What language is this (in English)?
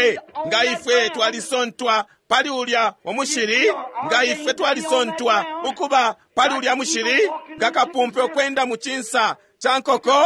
Bemba